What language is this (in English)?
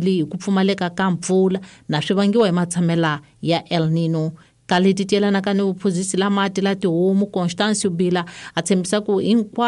Tsonga